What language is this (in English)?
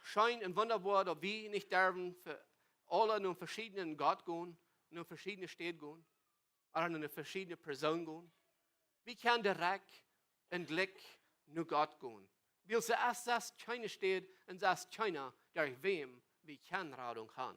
Plautdietsch